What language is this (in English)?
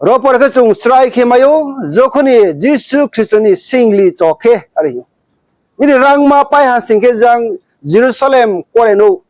Riang (India)